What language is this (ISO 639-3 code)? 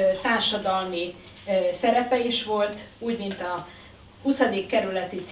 hun